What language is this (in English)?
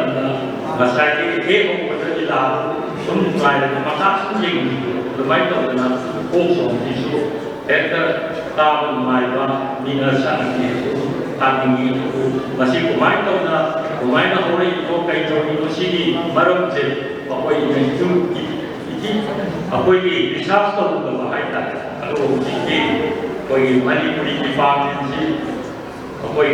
Manipuri